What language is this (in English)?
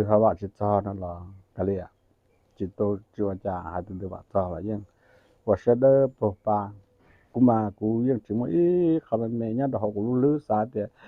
Hmong